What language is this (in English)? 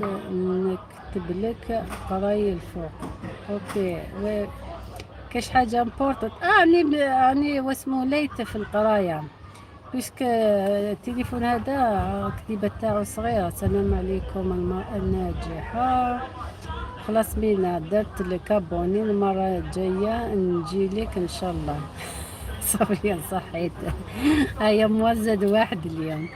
Algerian Arabic